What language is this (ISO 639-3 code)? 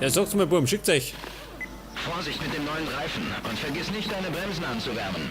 bar